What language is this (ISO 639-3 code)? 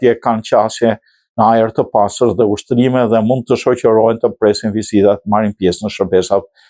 sqi